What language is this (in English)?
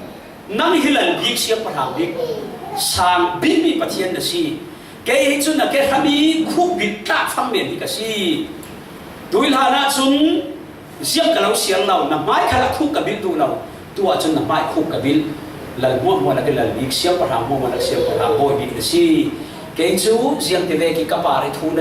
Falam Chin